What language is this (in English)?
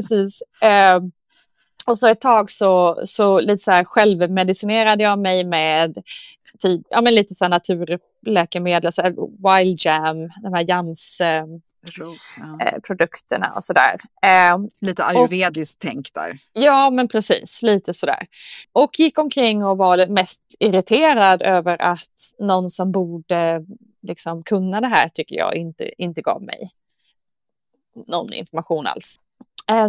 Swedish